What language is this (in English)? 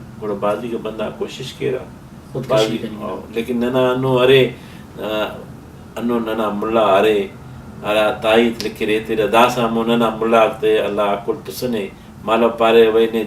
Brahui